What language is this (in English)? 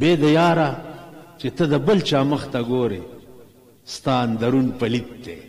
Pashto